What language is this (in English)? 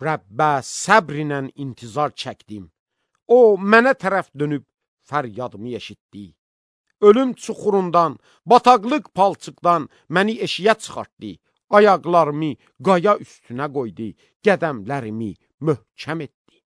Azerbaijani